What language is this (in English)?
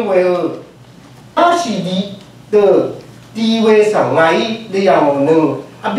Rawang